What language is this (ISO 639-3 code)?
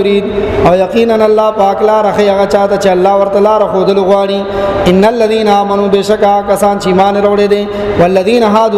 pus